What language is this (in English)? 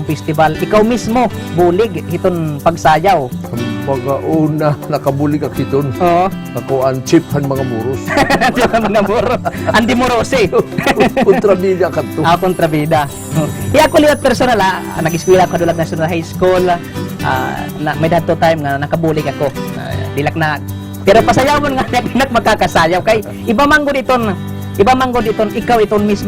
Waray